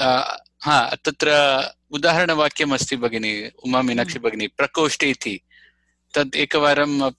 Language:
Sanskrit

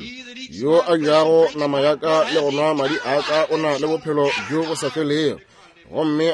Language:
Northern Sotho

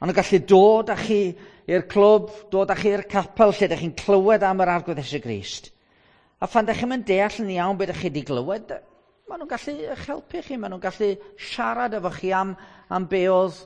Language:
Welsh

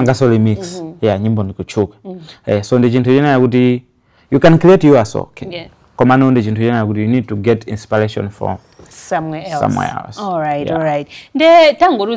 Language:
Nyanja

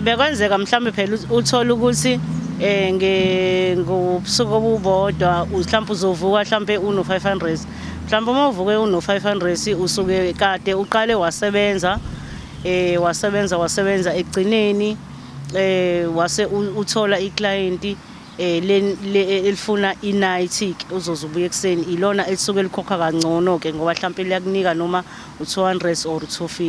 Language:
Zulu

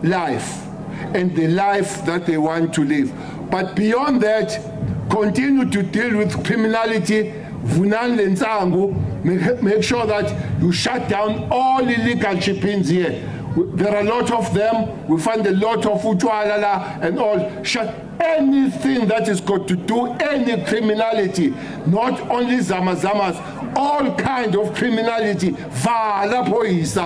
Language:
Venda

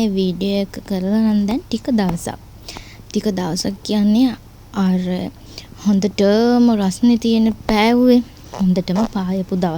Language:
Sinhala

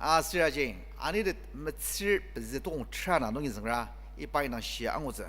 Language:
Ao Naga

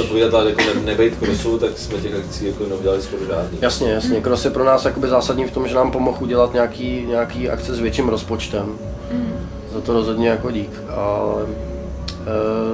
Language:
Czech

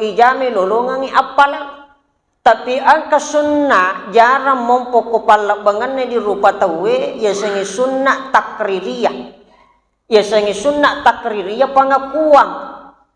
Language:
Buginese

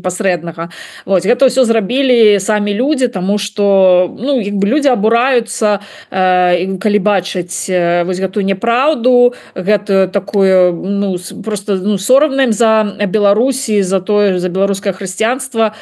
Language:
Belarusian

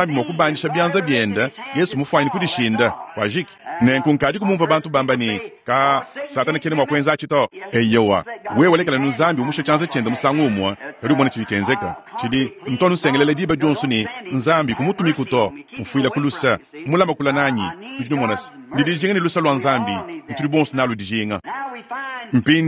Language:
Luba-Lulua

